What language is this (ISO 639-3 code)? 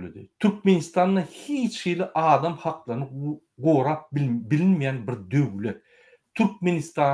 tuk